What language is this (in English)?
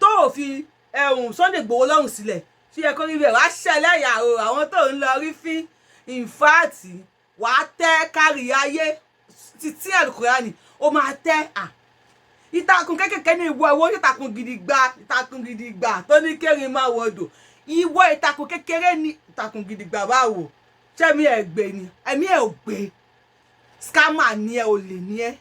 Yoruba